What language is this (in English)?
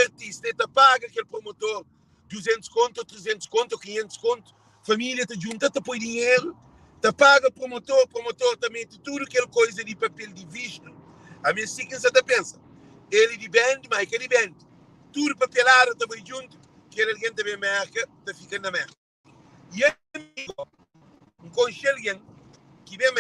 Kabuverdianu